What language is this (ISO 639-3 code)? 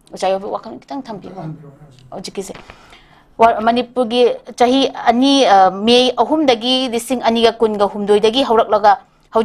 mni